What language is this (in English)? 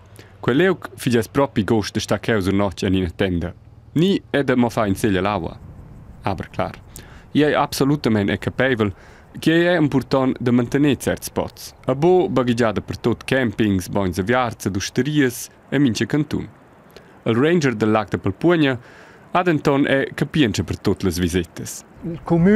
Romansh